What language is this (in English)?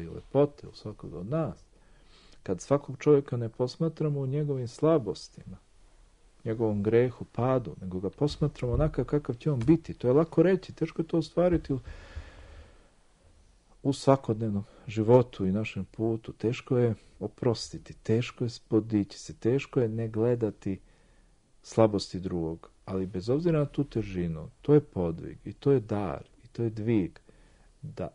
Serbian